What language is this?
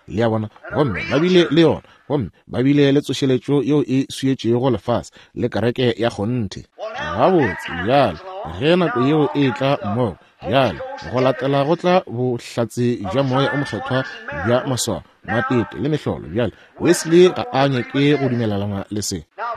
Northern Sotho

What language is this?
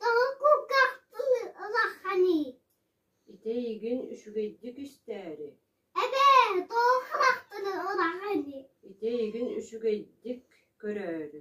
Yakut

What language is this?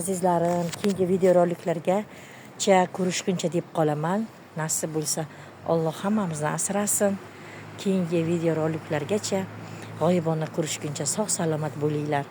Uzbek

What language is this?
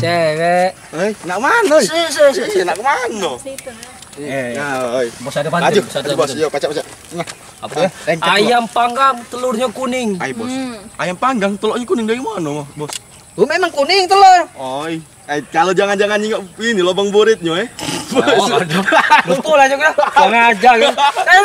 Musi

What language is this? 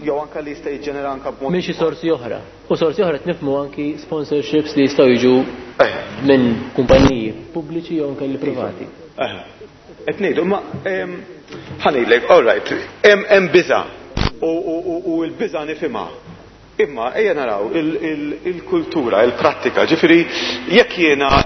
Maltese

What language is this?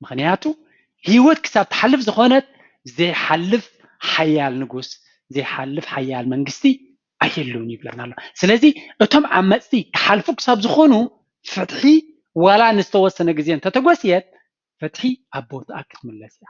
Tigrinya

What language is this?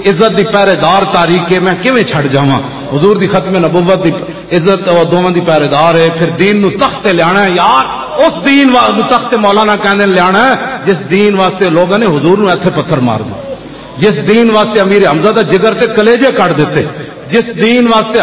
Western Panjabi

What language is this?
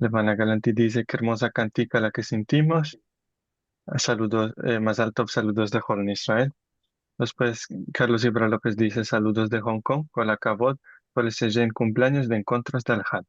Ladino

